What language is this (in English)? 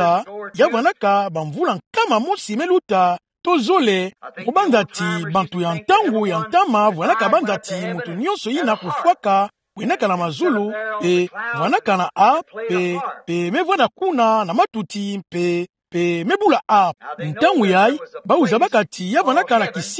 Kituba (Democratic Republic of Congo)